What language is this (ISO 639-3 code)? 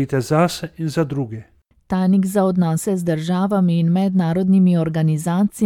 slv